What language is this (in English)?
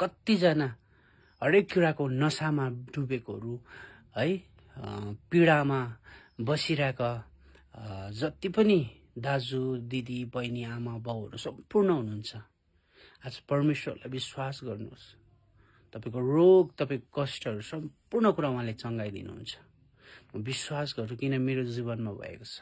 Nepali